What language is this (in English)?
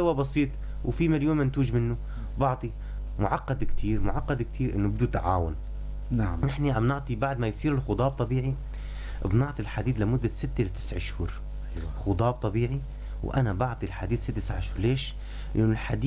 North Levantine Arabic